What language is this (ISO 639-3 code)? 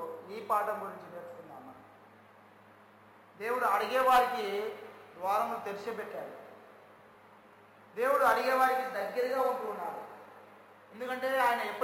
tel